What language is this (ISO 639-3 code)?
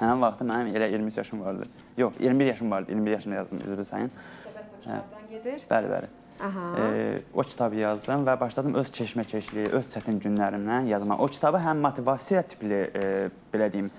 aze